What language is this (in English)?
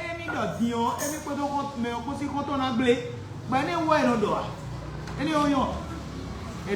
Fon